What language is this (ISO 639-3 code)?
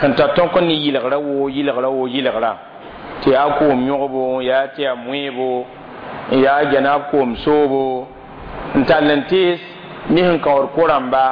mos